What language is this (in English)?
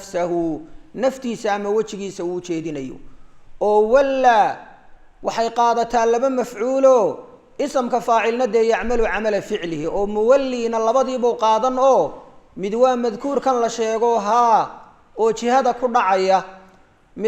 Somali